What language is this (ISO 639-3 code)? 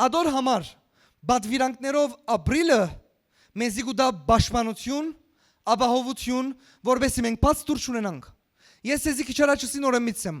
hyw